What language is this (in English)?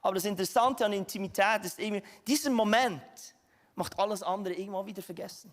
Swiss German